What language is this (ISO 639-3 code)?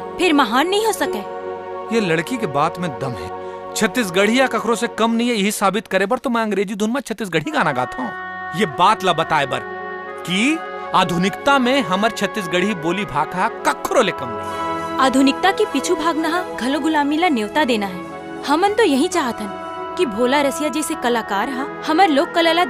hne